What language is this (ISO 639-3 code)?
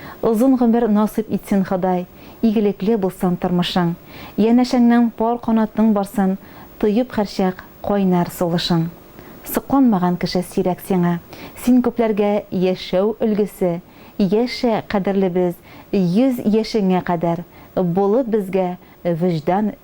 tat